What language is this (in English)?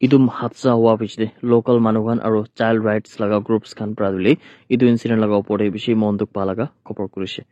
Naga Pidgin